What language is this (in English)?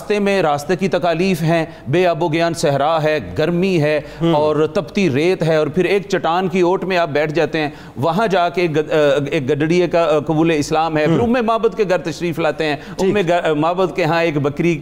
Urdu